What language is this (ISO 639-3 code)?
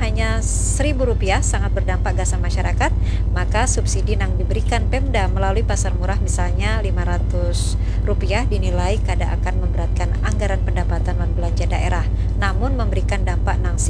bjn